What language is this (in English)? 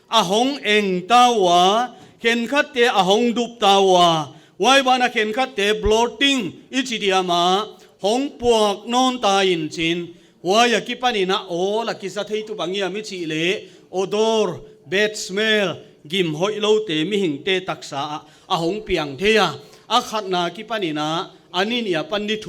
Paite Chin